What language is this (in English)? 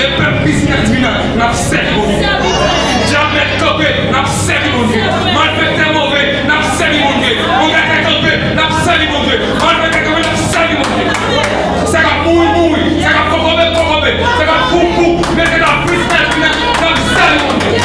Haitian Creole